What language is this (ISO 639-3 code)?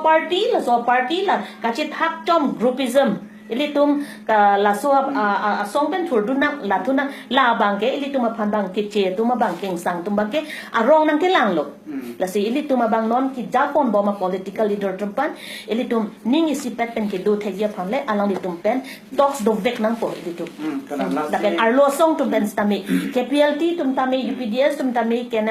mjw